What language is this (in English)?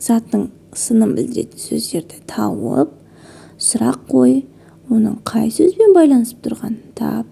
Kazakh